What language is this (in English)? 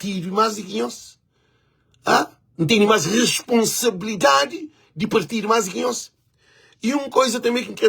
Kabuverdianu